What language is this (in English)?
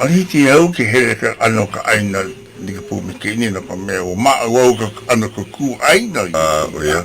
Hawaiian